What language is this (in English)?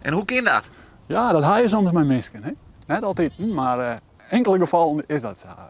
Western Frisian